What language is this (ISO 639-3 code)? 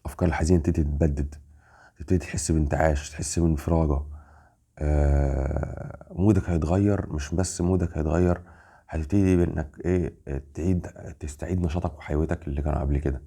arz